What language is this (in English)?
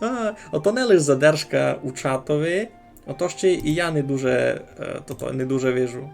Rusyn